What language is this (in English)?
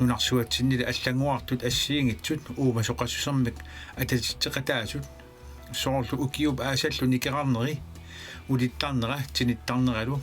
Kalaallisut